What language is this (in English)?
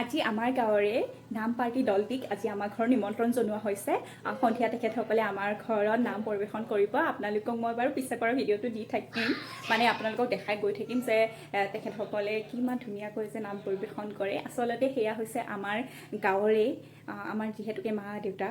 Assamese